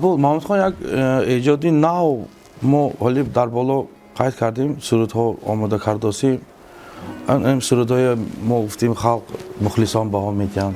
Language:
Tajik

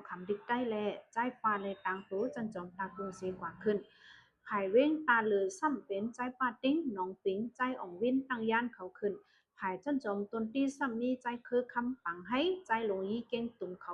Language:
Shan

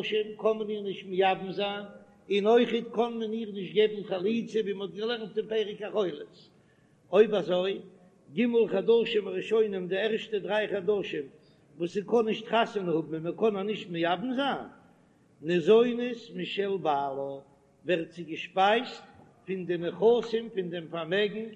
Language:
Yiddish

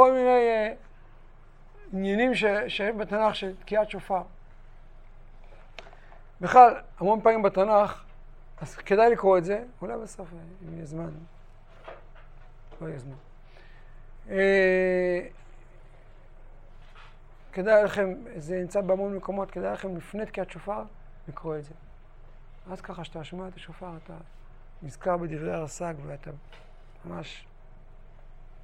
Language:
Hebrew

